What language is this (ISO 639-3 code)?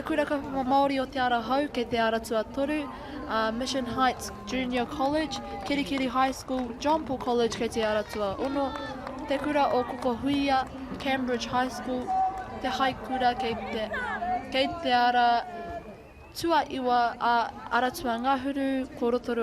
mri